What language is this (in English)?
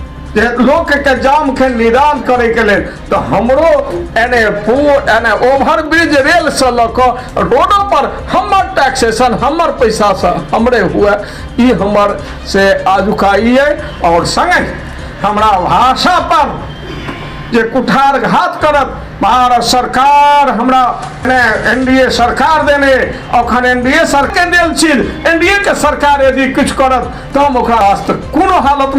Maithili